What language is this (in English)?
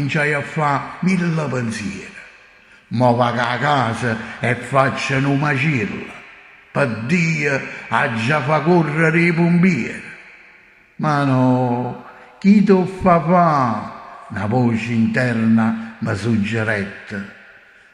Neapolitan